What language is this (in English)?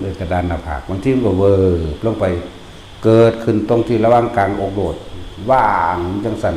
Northeastern Thai